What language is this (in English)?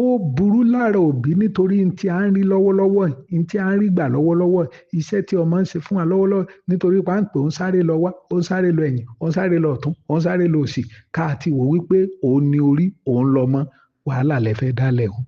Yoruba